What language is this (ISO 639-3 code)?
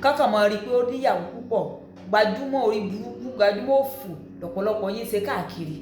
yor